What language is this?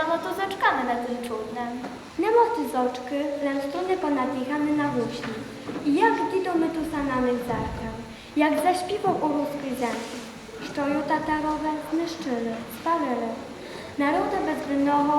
Rusyn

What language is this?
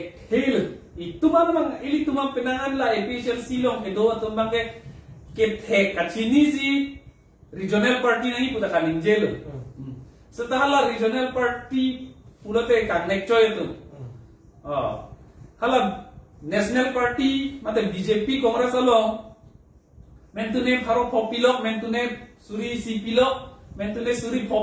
Karbi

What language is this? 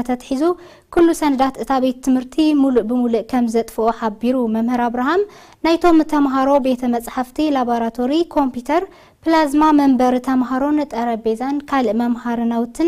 Tigrinya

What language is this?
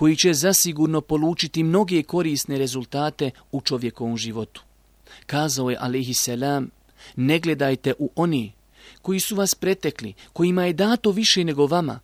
Bosnian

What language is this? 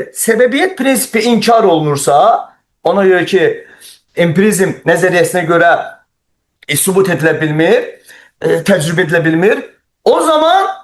Azerbaijani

